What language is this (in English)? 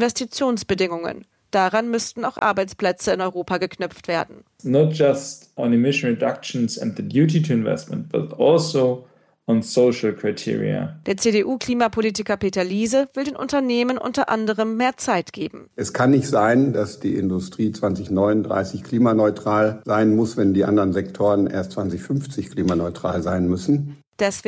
German